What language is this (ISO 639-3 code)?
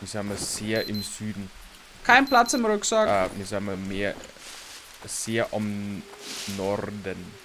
bar